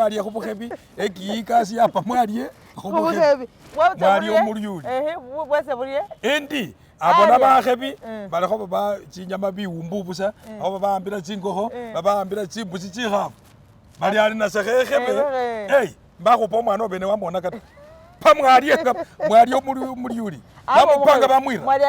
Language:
Masaaba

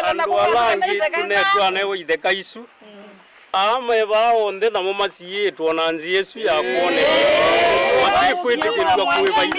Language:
Kamba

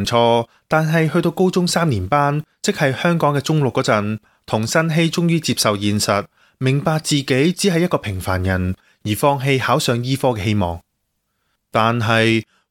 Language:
Cantonese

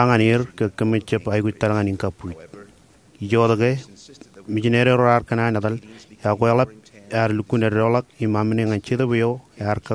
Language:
Marshallese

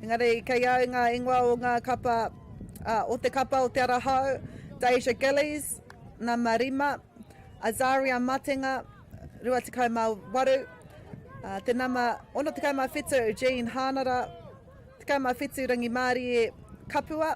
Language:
Māori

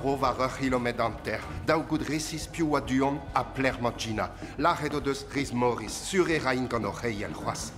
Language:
Breton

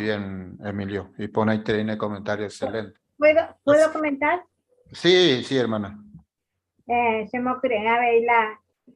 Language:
Guarani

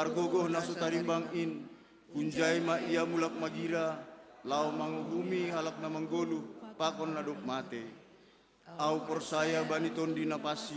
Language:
Batak Simalungun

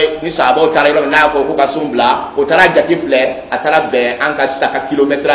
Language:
Dyula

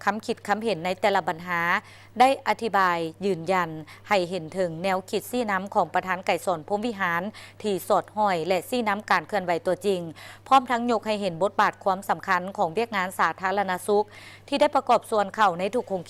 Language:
Lao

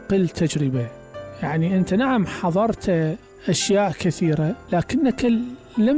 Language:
Mesopotamian Arabic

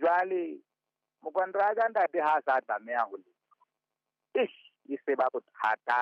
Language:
Southern Sotho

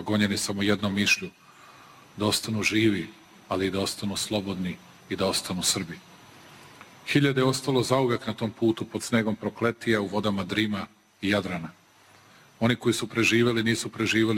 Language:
Serbian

